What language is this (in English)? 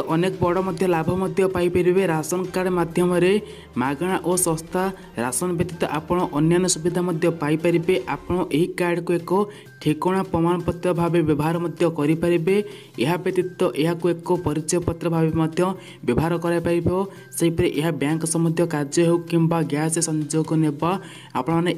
Odia